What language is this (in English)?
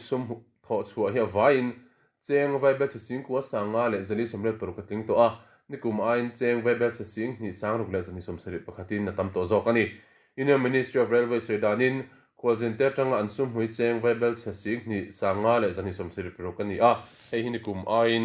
Mizo